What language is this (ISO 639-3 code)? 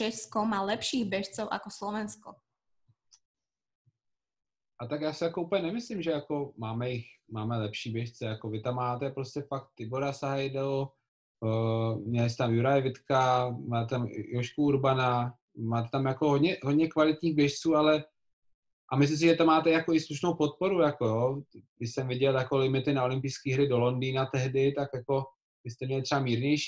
ces